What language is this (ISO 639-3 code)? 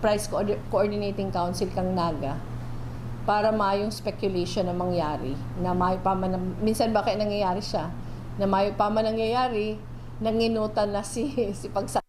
bik